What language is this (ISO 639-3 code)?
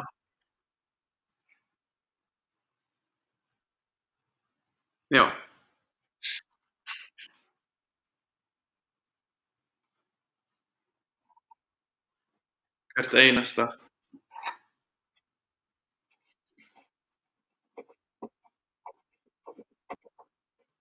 isl